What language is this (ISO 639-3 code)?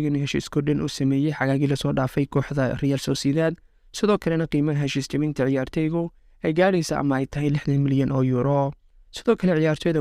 som